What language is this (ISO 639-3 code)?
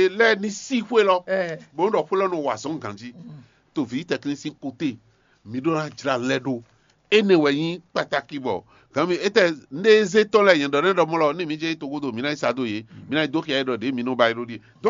fon